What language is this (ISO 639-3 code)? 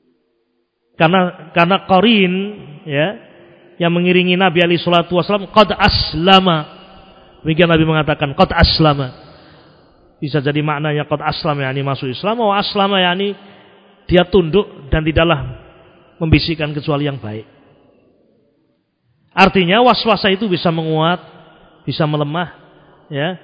ind